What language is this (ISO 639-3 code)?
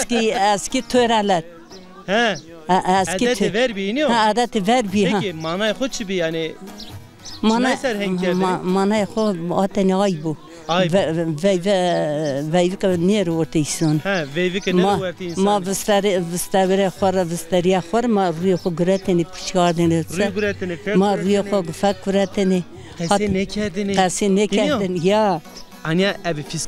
zza